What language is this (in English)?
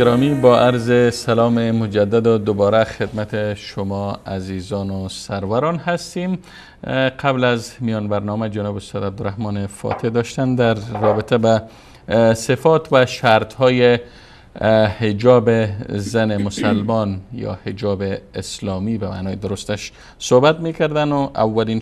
Persian